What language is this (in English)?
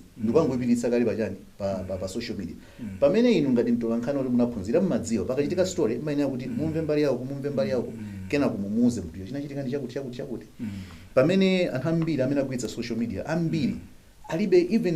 Nyanja